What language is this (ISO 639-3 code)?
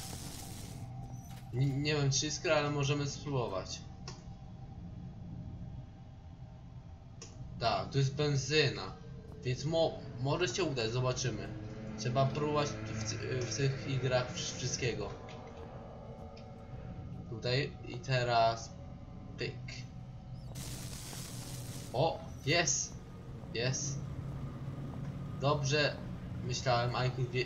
pol